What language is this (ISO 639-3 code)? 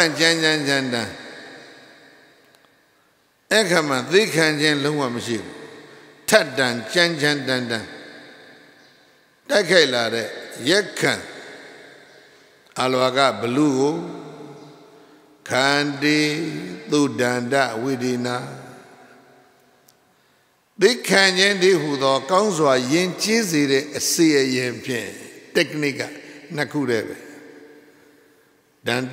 mya